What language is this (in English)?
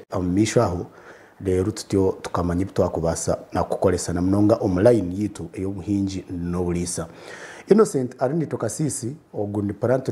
Nyankole